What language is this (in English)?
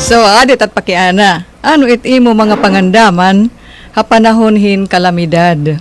Waray